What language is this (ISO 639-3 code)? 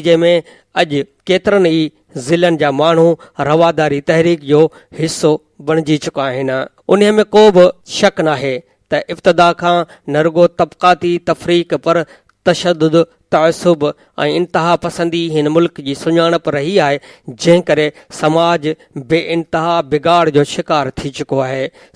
snd